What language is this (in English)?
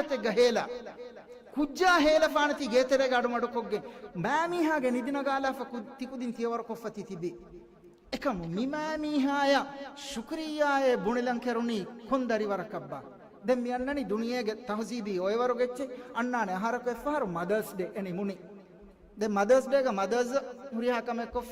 Divehi